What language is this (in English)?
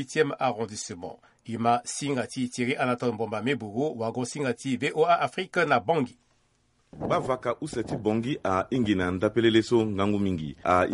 Sango